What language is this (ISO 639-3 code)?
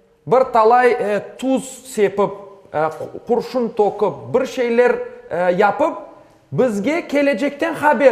crh